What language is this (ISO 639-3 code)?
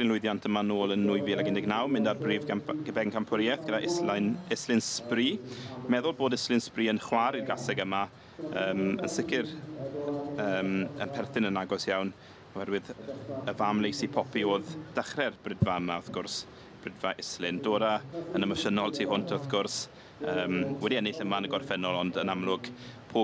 cym